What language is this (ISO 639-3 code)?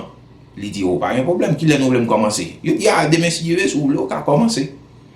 hat